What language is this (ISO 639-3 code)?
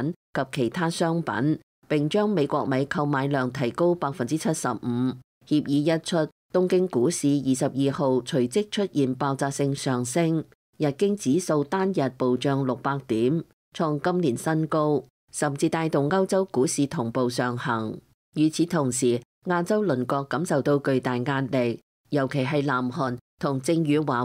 yue